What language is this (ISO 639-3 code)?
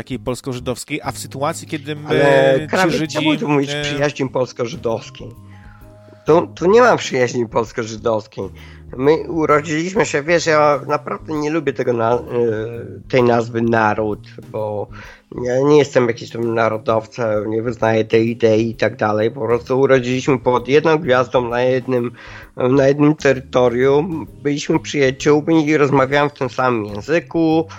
pol